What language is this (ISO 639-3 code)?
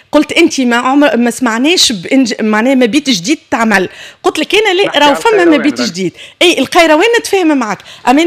aeb